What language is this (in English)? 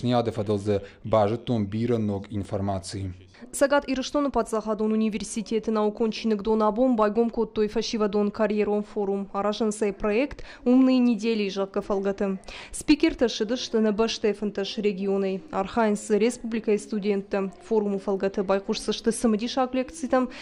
Ossetic